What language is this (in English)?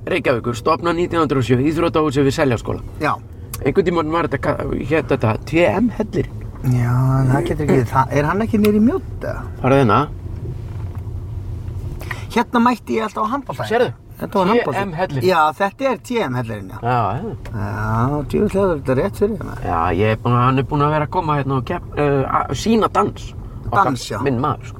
Icelandic